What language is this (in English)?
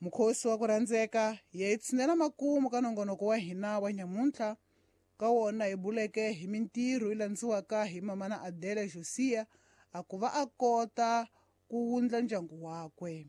Tsonga